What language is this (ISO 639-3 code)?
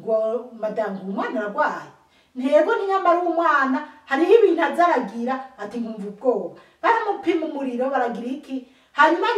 run